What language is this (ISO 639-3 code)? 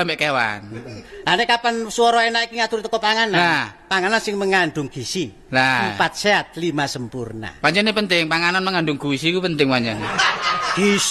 jav